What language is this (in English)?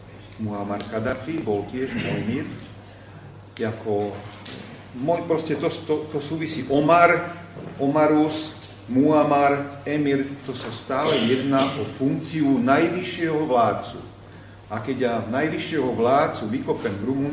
Slovak